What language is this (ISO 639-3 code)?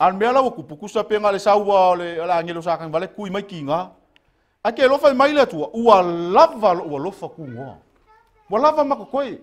smo